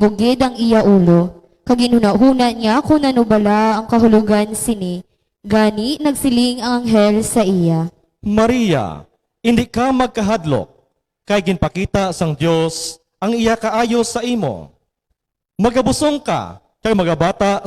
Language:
Hiligaynon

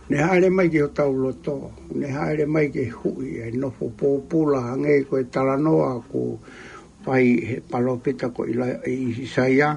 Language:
Tongan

